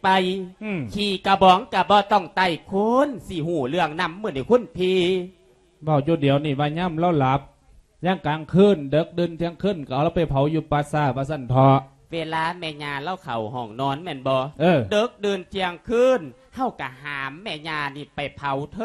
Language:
Lao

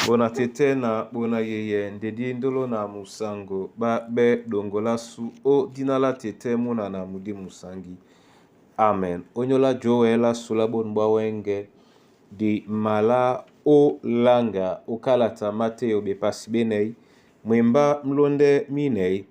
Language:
Duala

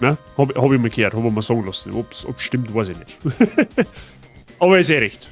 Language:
Bavarian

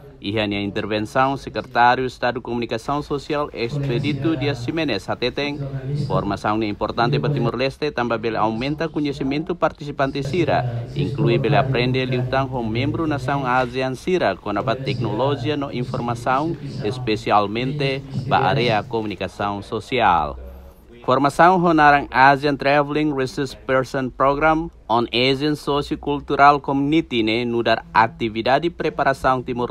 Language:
Tetum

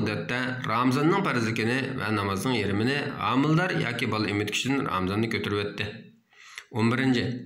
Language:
Uyghur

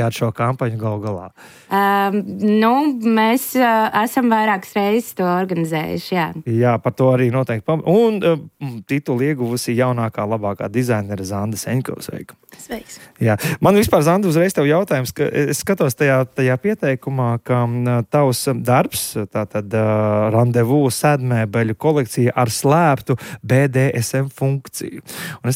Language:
Latvian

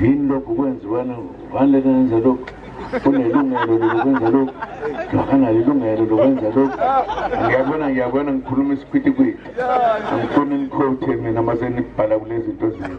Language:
Zulu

